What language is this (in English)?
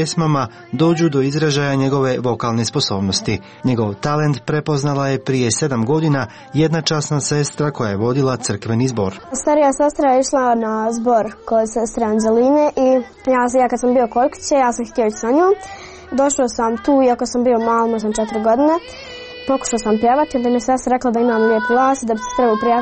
Croatian